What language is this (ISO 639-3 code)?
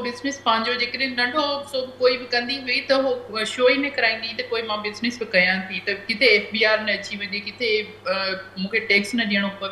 snd